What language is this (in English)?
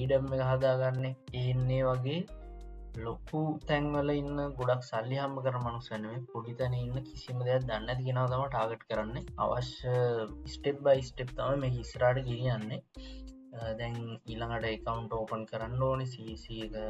Sinhala